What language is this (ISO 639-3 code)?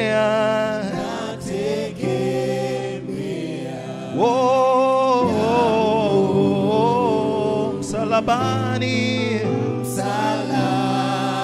swa